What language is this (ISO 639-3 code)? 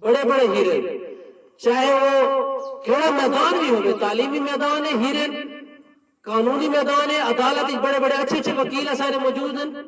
skr